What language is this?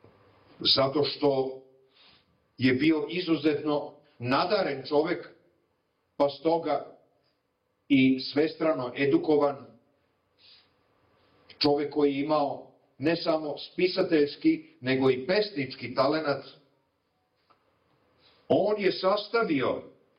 Serbian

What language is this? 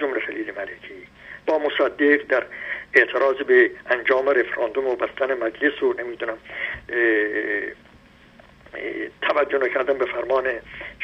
Persian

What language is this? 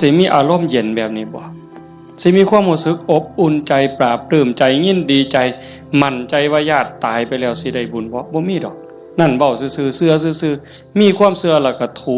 Northeastern Thai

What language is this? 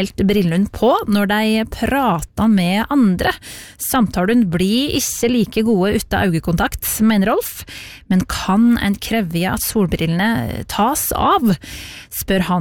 Norwegian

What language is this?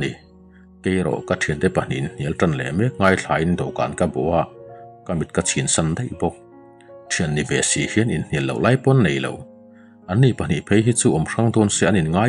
Mizo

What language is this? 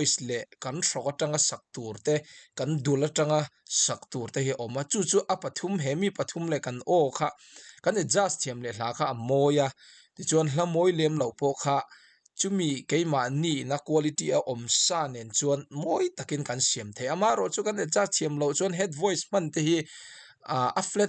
Mizo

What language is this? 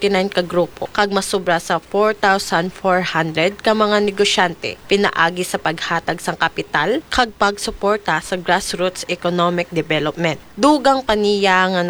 Hiligaynon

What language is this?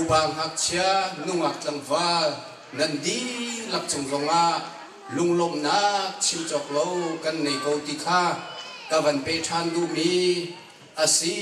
Hakha Chin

